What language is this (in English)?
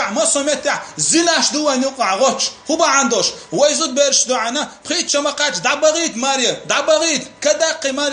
Chechen